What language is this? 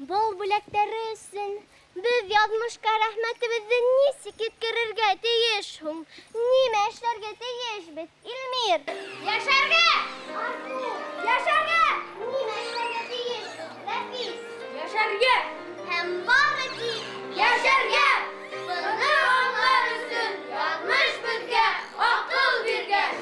Bashkir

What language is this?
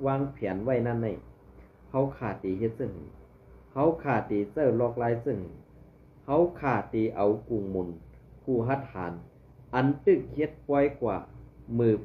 Shan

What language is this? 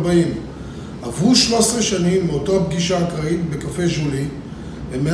Hebrew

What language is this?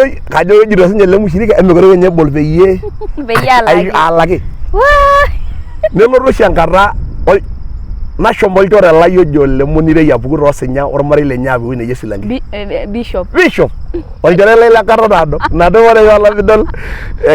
Masai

